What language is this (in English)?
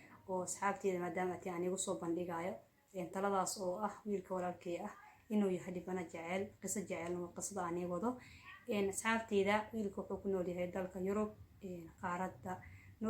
Somali